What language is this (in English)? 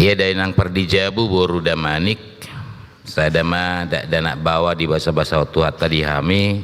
Batak Toba